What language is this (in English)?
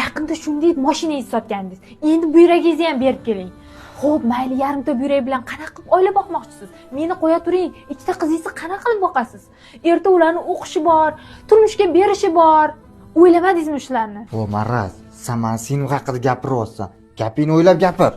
Uzbek